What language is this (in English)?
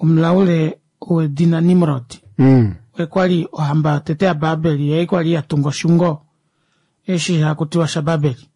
Kuanyama